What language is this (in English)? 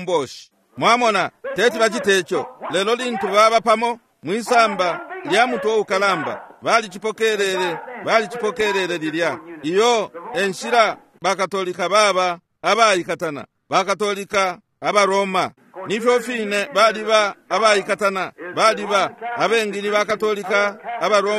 Bemba